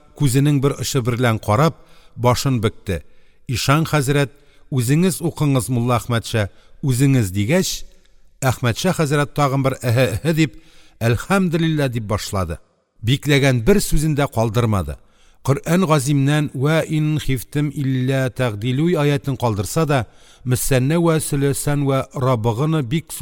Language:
Tatar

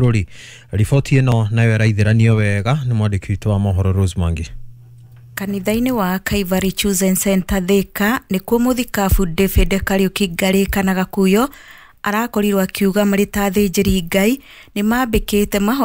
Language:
Kikuyu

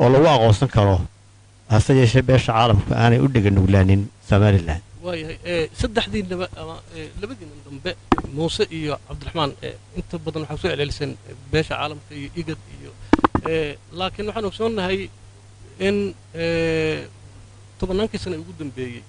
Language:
Somali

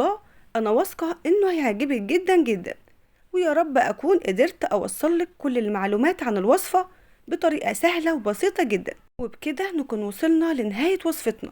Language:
Egyptian Arabic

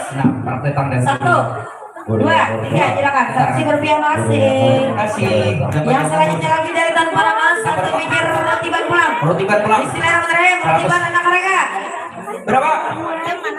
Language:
Banjar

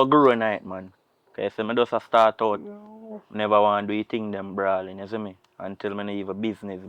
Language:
Jamaican Creole English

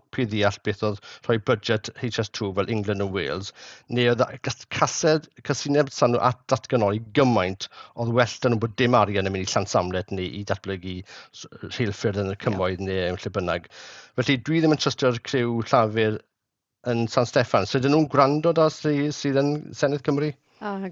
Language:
Welsh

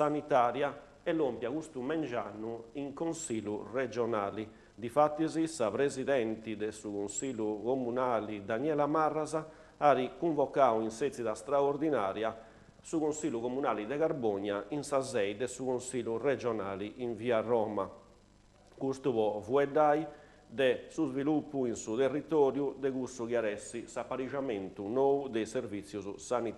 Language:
Sardinian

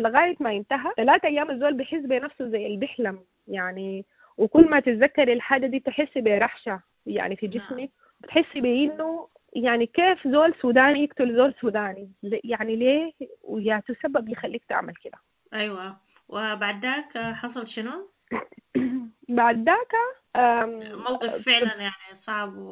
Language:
Sudanese Arabic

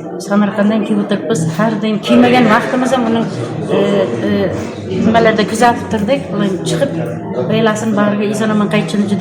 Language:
Uzbek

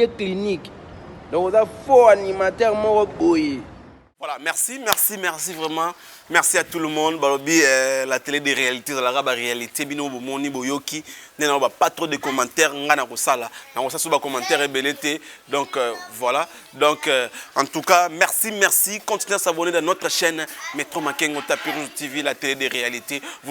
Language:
Lingala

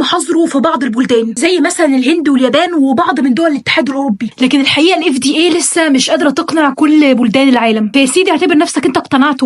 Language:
Egyptian Arabic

